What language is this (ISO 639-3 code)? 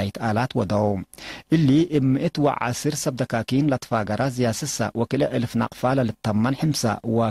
tig